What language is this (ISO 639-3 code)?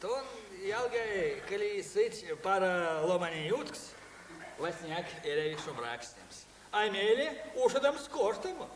myv